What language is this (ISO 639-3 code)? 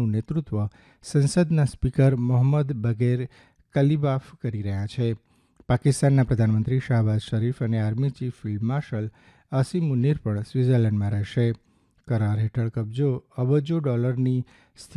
guj